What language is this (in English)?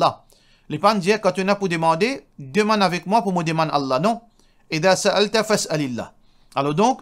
Morisyen